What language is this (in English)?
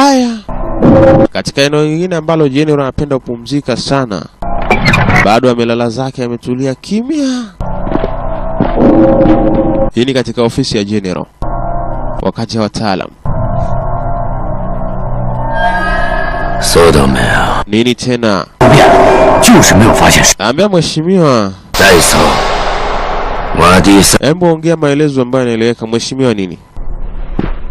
Swahili